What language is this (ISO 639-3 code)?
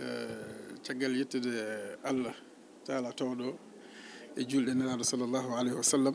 ful